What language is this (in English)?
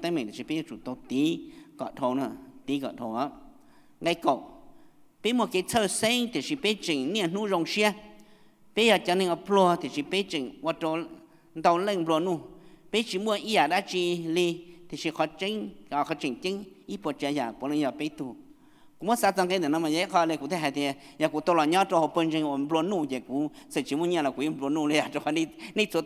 Hmong